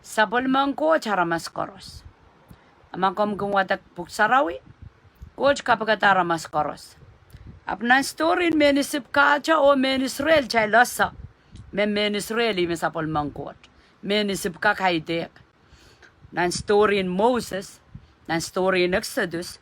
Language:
Pohnpeian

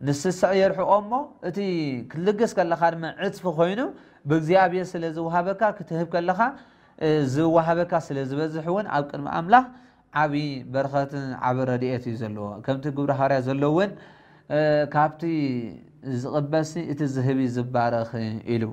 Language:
Tigrinya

